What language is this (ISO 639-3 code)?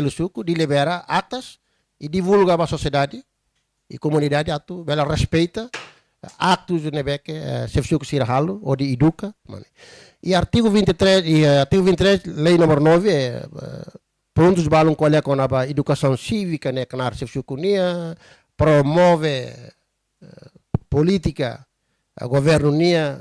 tet